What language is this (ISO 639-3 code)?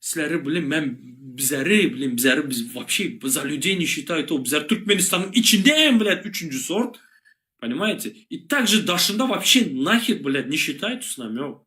tuk